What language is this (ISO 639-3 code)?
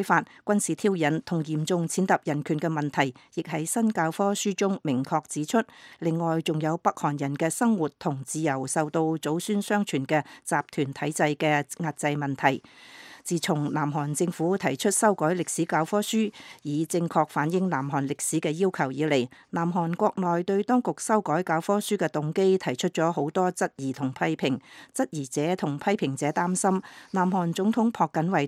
yue